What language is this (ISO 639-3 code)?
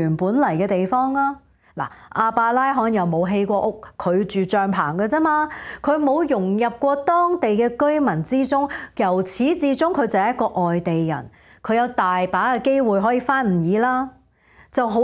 yue